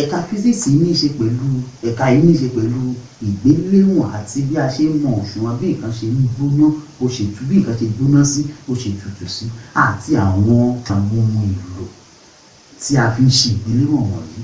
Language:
Yoruba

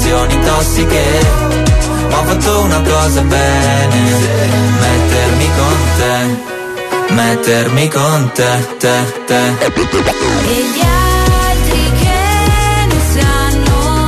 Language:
Italian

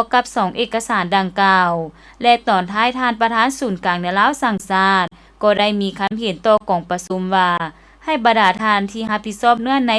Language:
Lao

